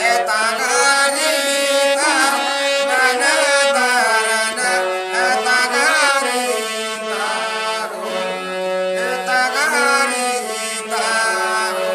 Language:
Santali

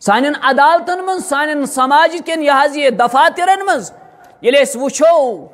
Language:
Kashmiri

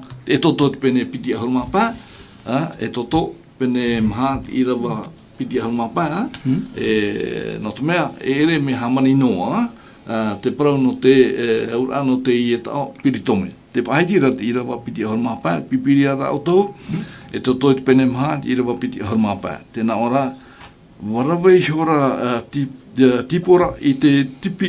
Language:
Tahitian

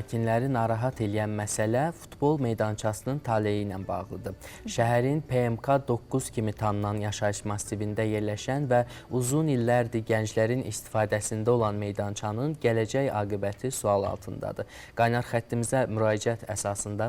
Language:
Azerbaijani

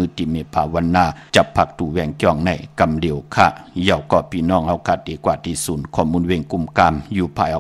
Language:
Shan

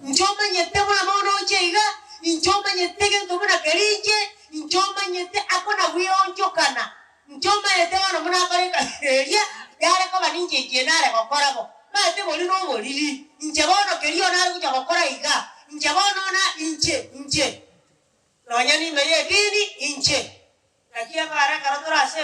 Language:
Gusii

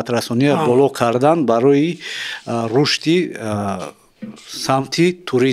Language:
Tajik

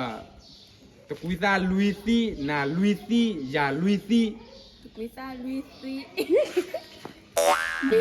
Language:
S'gaw Karen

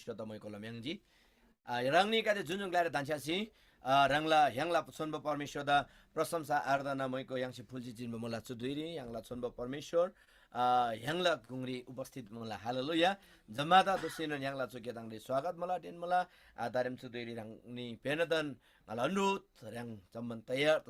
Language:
Eastern Tamang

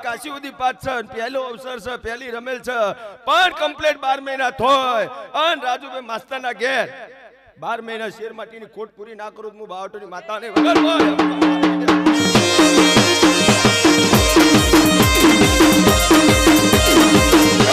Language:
Gujarati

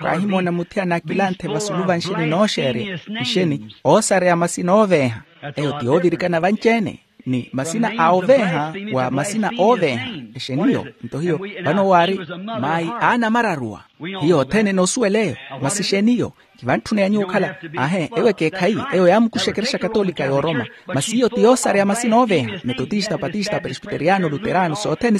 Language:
Makhuwa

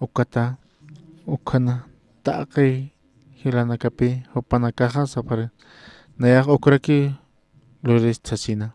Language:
Aymara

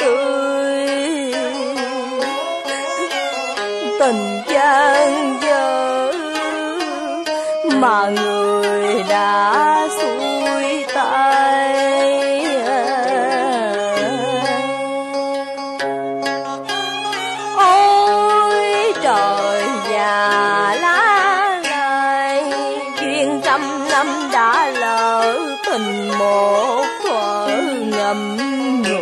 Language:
Vietnamese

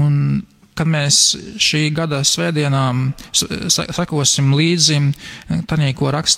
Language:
Latvian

